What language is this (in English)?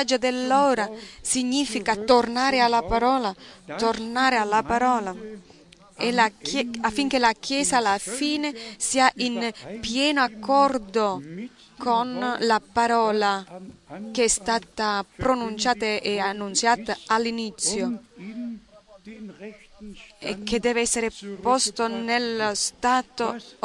Italian